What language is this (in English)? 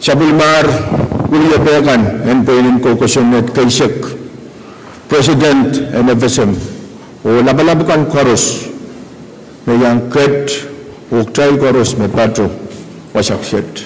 Pohnpeian